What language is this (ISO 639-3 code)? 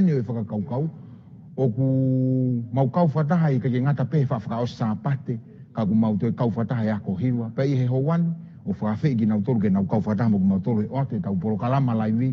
ton